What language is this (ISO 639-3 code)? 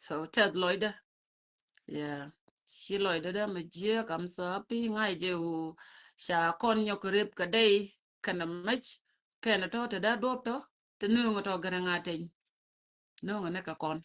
nus